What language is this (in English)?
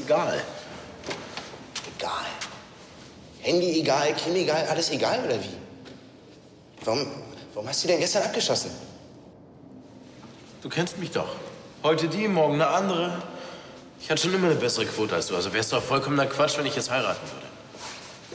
German